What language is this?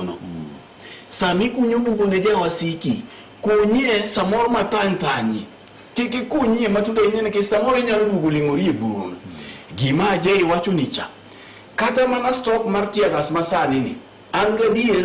Luo (Kenya and Tanzania)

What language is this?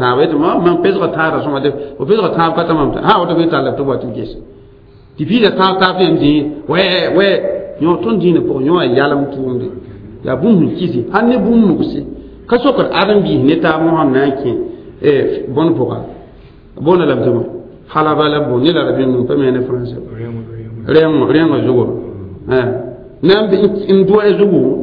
Mossi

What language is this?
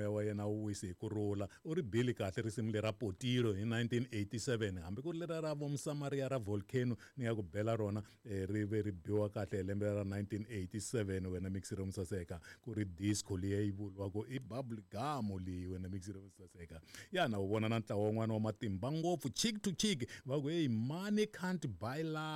Tsonga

